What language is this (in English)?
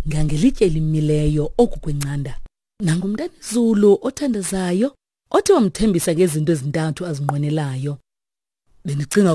Xhosa